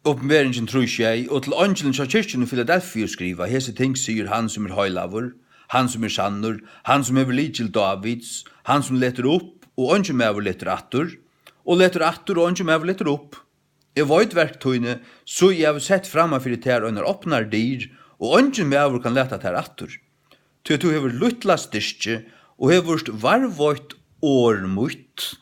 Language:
Faroese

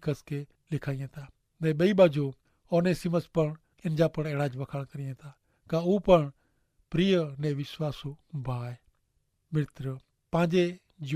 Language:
Kachhi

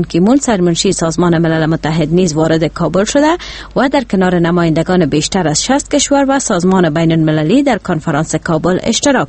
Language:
Persian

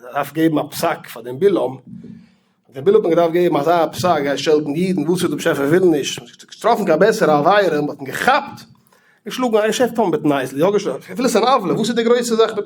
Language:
Yiddish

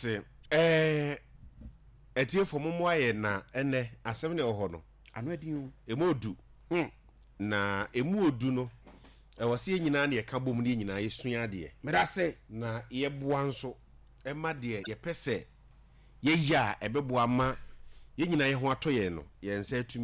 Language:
Akan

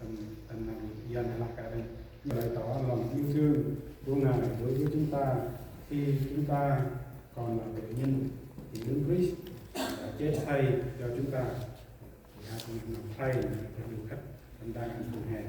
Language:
Central Mnong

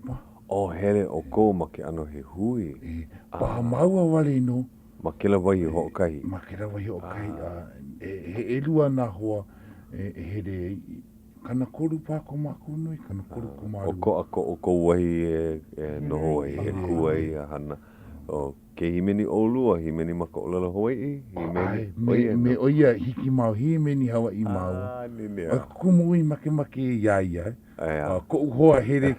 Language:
Hawaiian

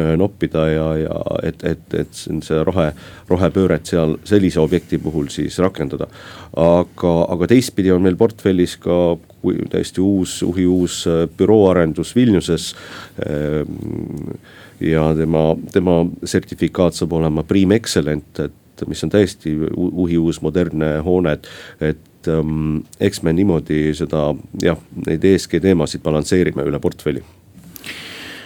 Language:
Estonian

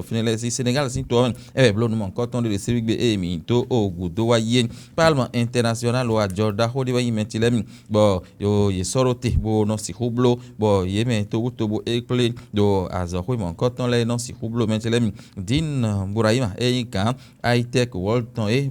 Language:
Fon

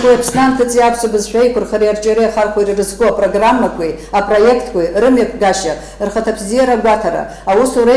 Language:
Abkhazian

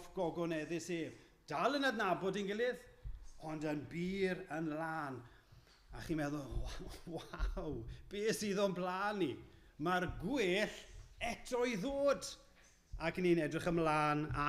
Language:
Welsh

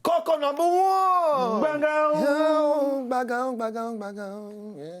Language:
Nigerian Pidgin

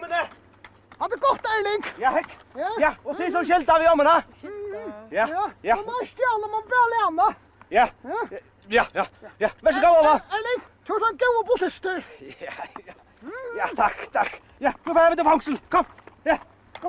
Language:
Faroese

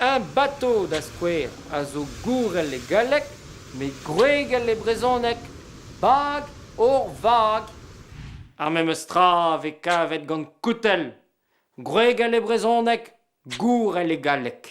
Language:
Breton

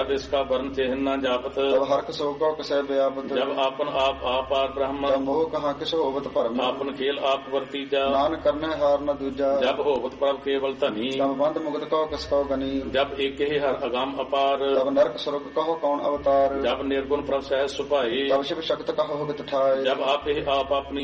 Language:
Punjabi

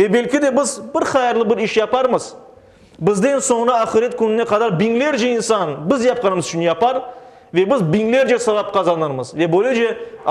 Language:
Crimean Tatar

